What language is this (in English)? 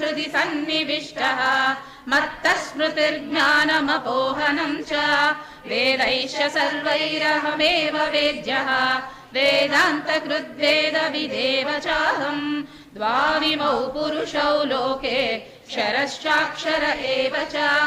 Sanskrit